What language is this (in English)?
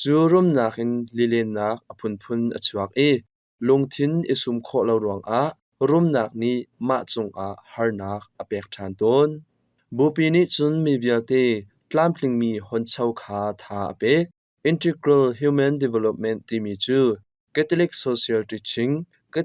Hakha Chin